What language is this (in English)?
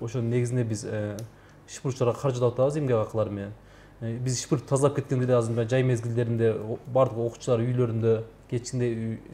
Kyrgyz